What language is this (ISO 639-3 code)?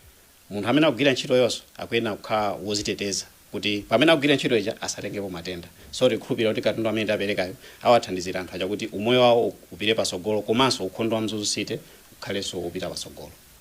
nya